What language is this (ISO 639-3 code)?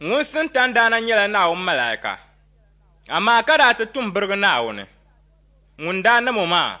dag